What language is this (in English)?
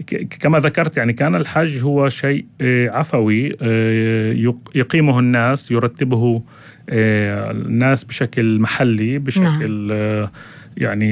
North Levantine Arabic